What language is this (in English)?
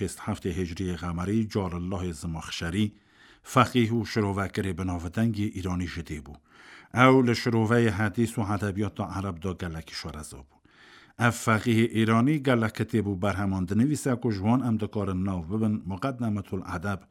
Kurdish